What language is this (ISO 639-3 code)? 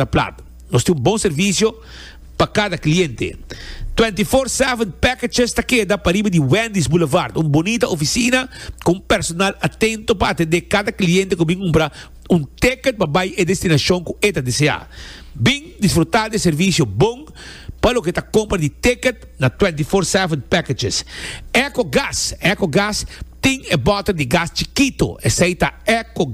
pap